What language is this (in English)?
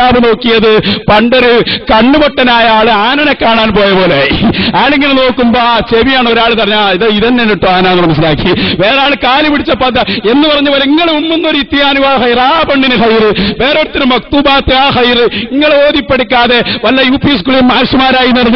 Malayalam